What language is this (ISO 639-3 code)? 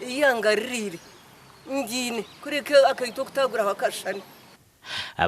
nyn